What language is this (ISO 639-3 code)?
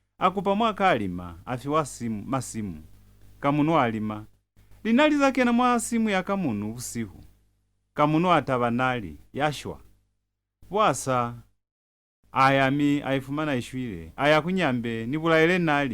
loz